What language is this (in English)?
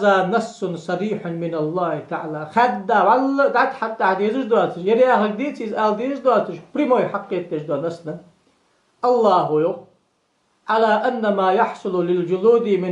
Ingush